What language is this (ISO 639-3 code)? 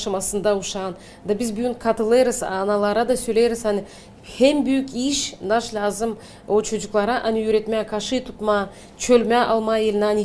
gag